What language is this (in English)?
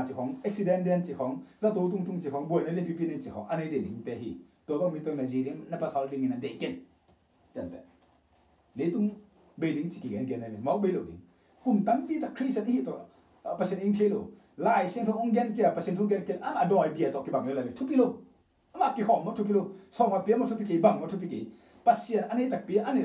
Tedim Chin